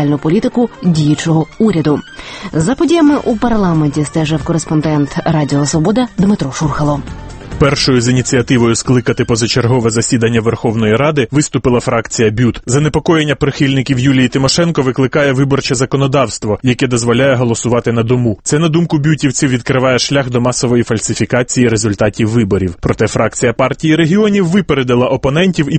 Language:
Ukrainian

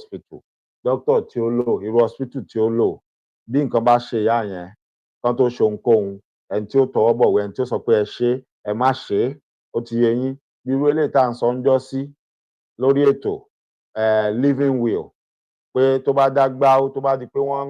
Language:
Yoruba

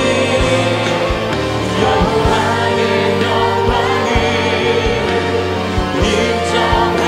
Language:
Korean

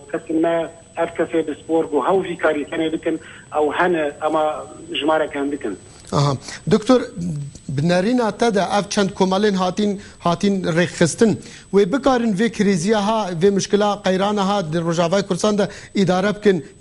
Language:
Kurdish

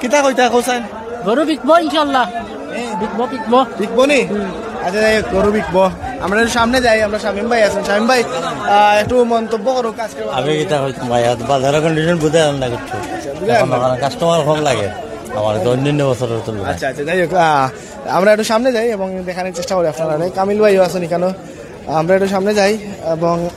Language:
Sylheti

